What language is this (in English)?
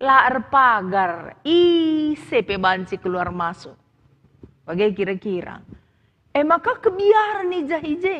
Batak Karo